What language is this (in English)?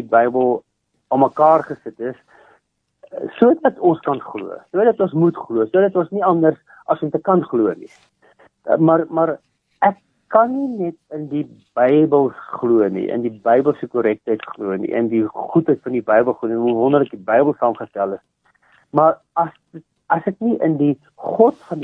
Afrikaans